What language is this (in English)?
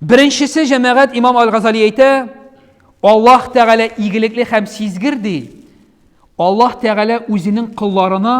Tatar